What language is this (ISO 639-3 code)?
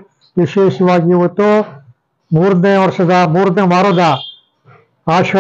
kan